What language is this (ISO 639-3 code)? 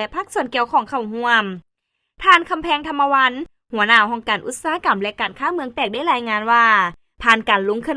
lao